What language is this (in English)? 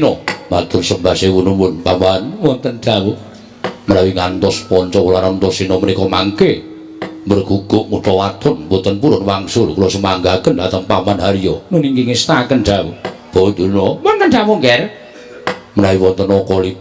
Javanese